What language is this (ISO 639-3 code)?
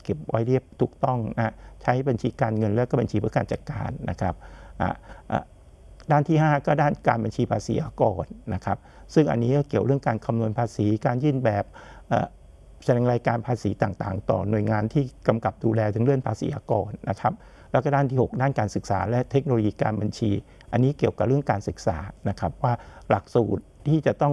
tha